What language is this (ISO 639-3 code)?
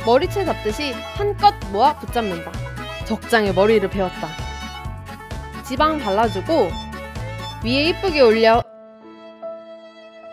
kor